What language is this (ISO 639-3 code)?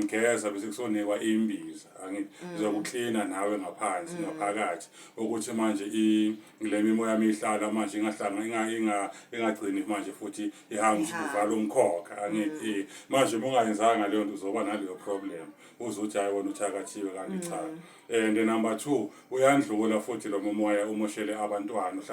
zul